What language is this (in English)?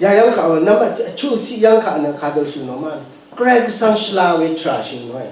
Rawang